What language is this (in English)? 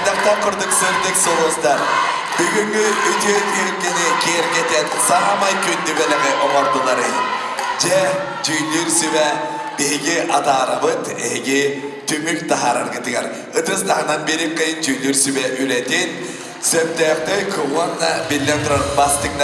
Yakut